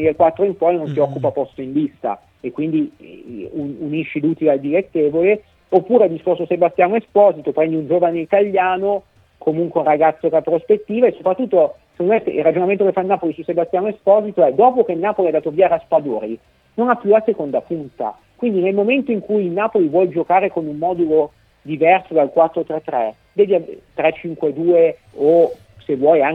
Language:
Italian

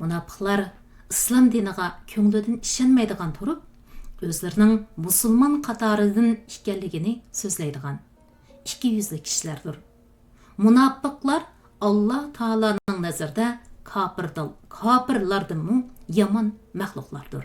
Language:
Uyghur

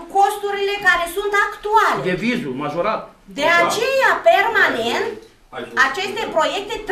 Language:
Romanian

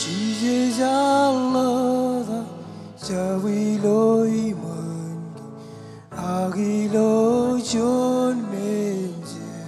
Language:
Marshallese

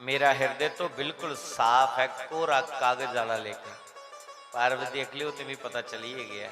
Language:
Dogri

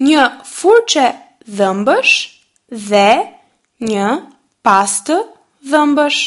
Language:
Albanian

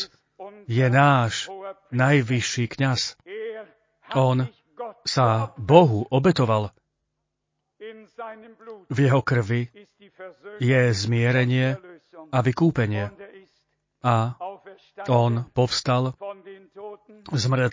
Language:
Slovak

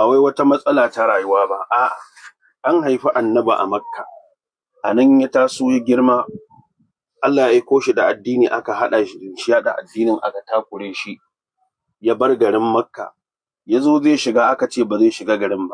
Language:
Hausa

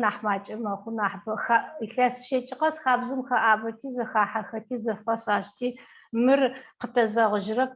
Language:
Adyghe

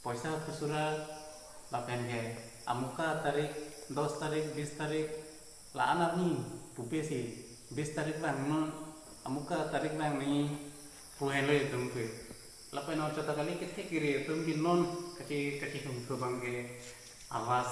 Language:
Karbi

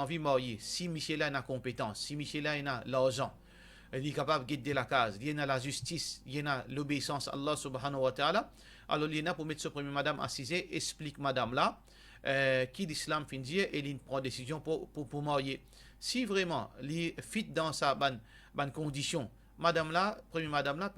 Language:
Morisyen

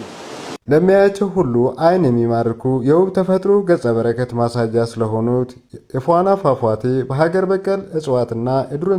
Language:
Amharic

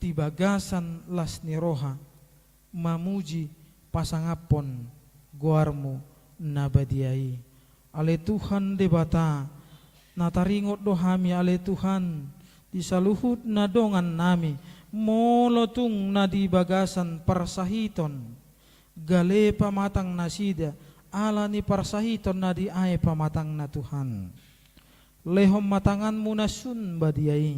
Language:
Batak Toba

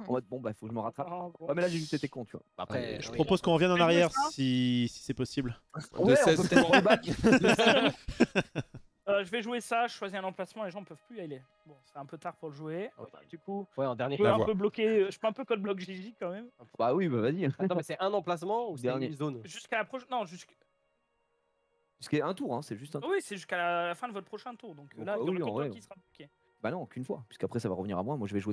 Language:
French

